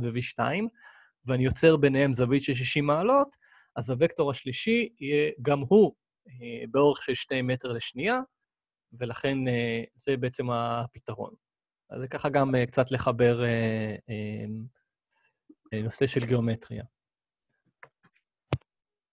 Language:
Hebrew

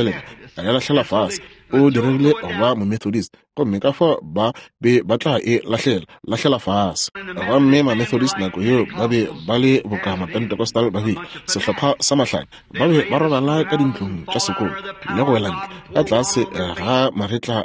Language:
Northern Sotho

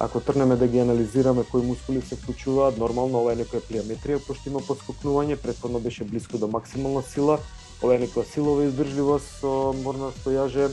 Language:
Macedonian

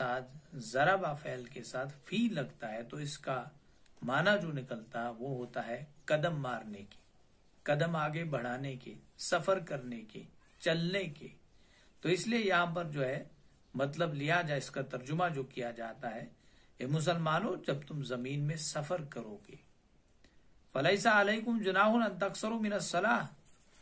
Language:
Urdu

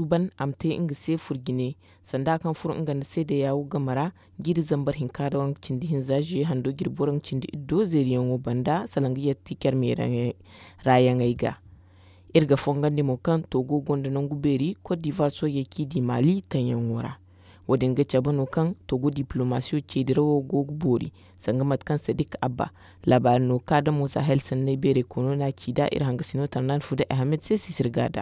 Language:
Zarma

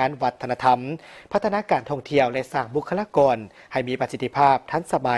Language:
Lao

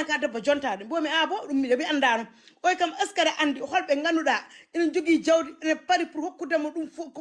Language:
Fula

